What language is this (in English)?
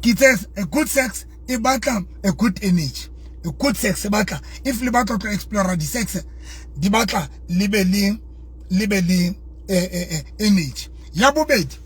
Southern Sotho